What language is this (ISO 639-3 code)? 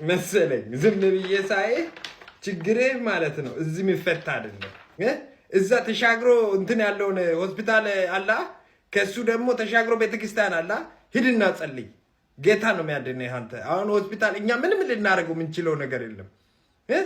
amh